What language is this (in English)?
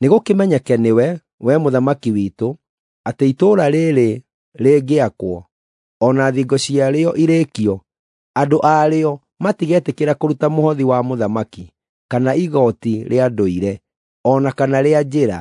Kikuyu